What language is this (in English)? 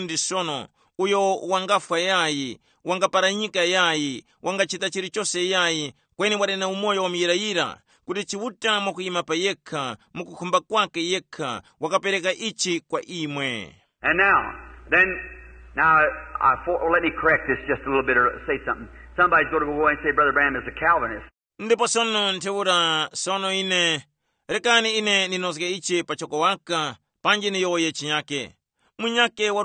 Tumbuka